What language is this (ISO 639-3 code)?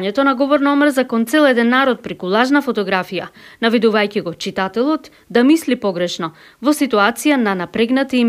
mkd